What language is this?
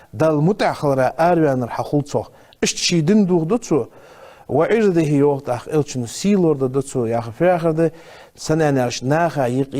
Ingush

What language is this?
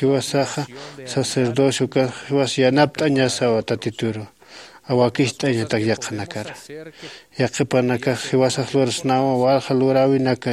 Aymara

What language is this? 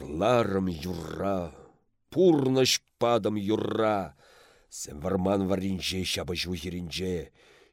Chuvash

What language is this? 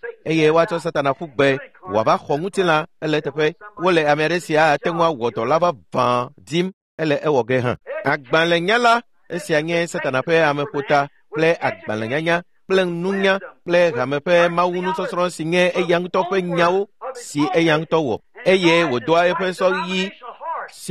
Ewe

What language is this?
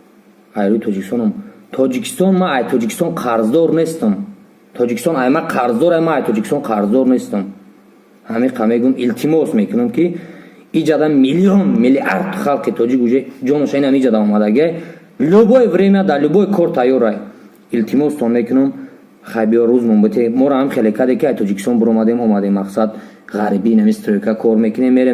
Tajik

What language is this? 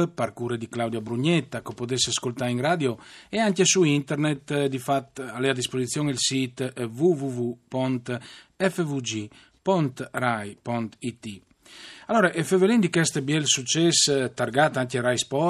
Friulian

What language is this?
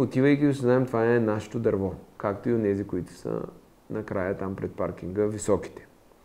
Bulgarian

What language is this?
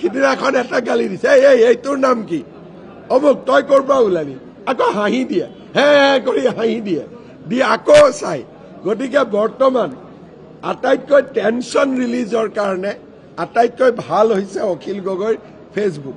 Assamese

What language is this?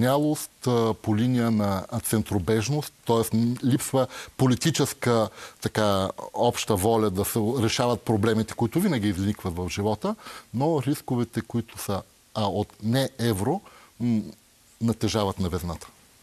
Bulgarian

